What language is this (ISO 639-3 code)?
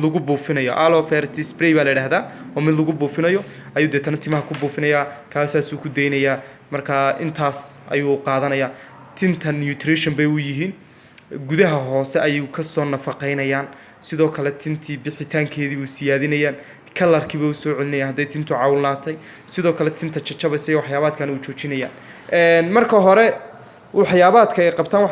som